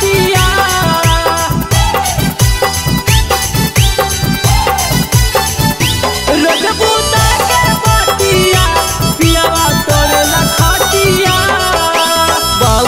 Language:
Bhojpuri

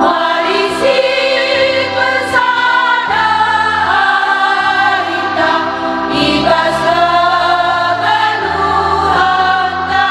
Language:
Batak Karo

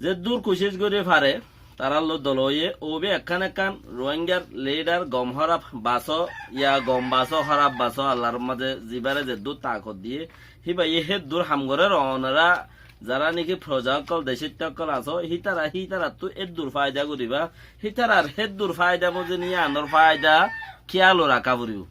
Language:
Rohingya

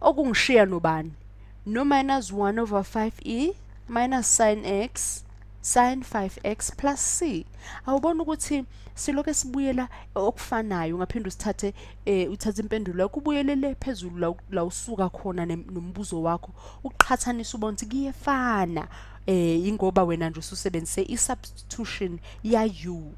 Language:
Zulu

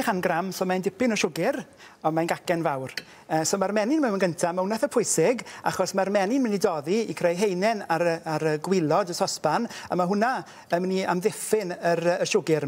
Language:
Welsh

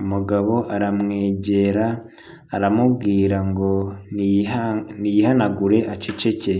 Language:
Kinyarwanda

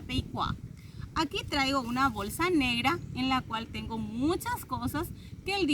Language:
Guarani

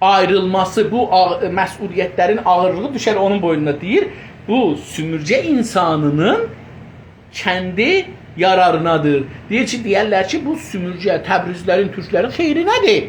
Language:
South Azerbaijani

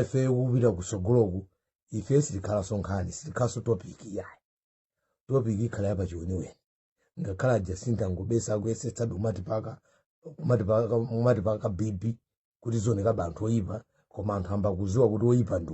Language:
Nyanja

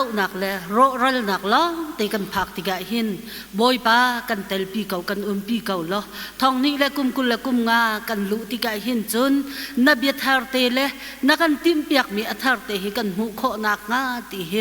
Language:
Hakha Chin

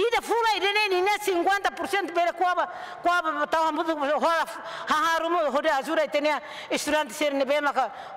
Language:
Tetum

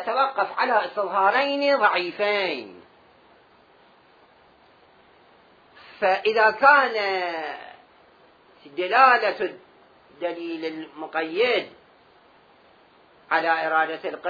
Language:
Arabic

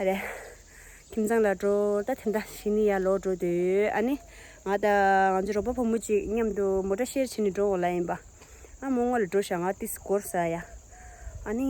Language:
Tibetan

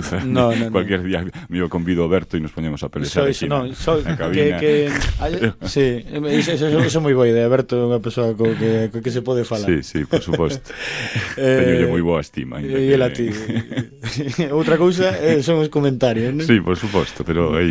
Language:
Galician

